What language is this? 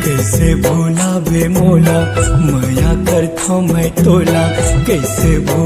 Chhattisgarhi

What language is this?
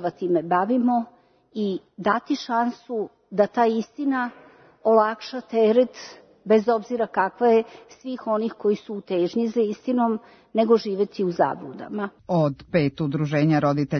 Serbian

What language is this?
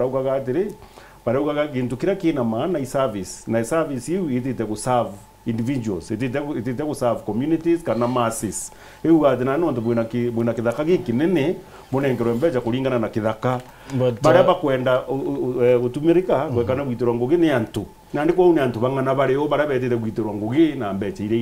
Meru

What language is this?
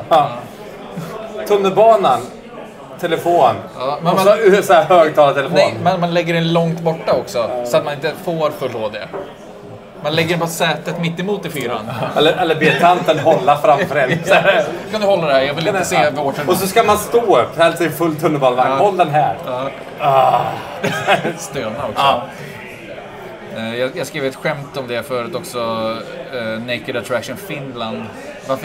Swedish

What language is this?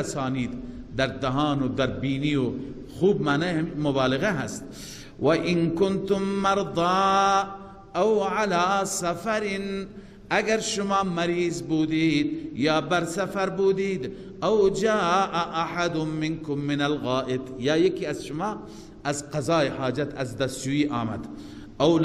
Persian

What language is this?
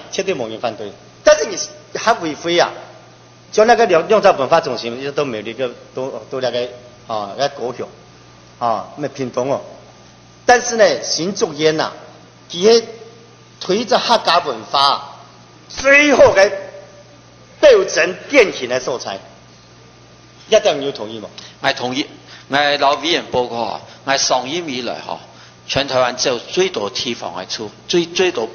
Chinese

